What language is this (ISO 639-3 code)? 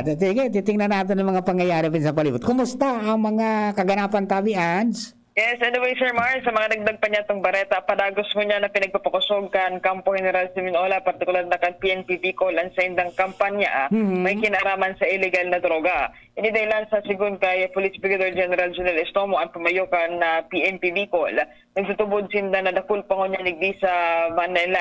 bik